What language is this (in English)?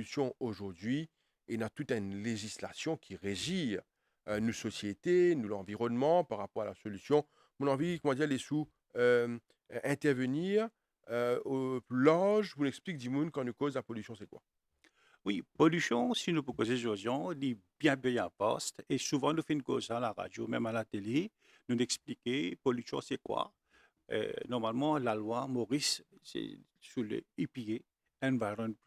Morisyen